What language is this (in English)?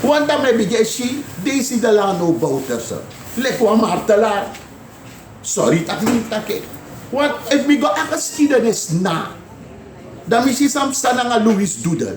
Sranan Tongo